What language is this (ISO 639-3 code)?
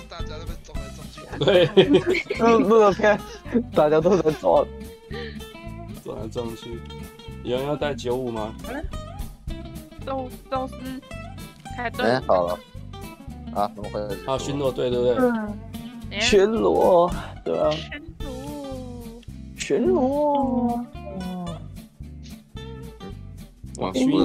zho